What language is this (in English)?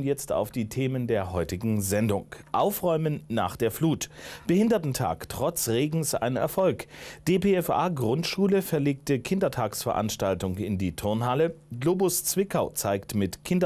German